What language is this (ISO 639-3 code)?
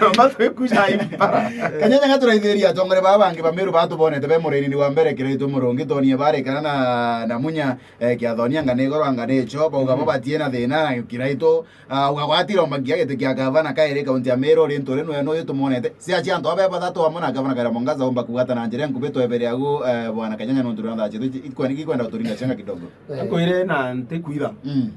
mer